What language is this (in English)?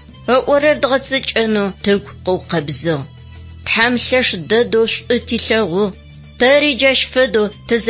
Adyghe